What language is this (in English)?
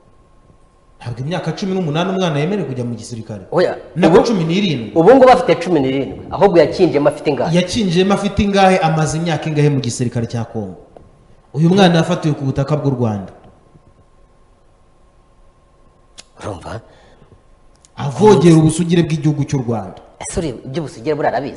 Kinyarwanda